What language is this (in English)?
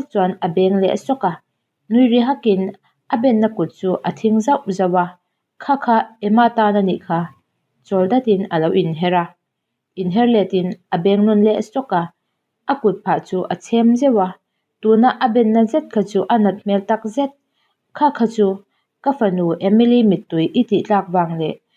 Mizo